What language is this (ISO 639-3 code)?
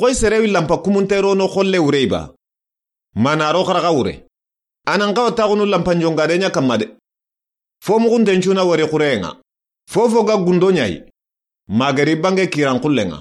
snk